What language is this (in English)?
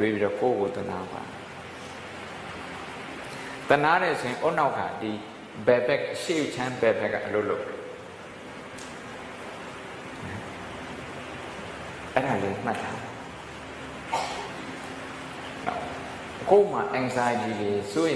Burmese